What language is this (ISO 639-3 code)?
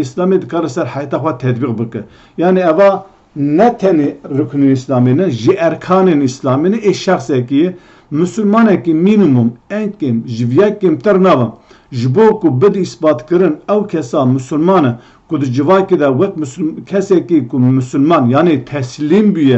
kur